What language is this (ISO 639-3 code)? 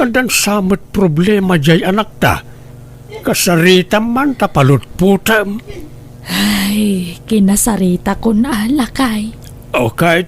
ilo